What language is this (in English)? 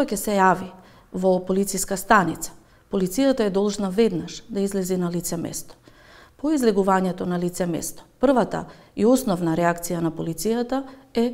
Macedonian